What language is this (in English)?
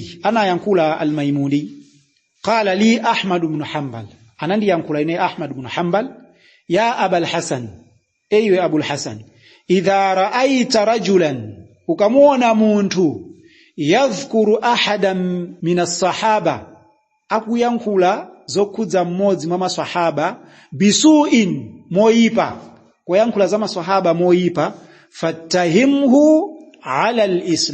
Nyanja